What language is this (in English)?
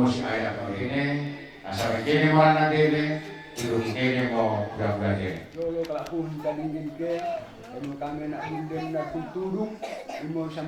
Batak Karo